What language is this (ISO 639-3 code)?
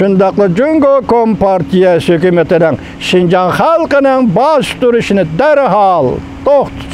uig